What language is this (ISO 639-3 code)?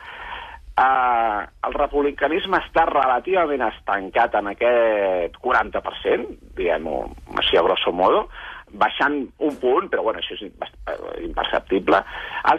cat